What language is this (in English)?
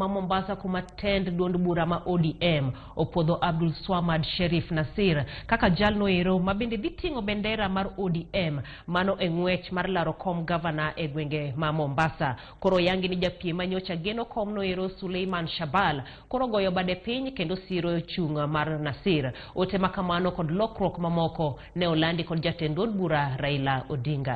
Luo (Kenya and Tanzania)